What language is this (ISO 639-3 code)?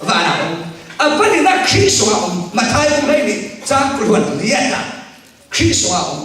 cfm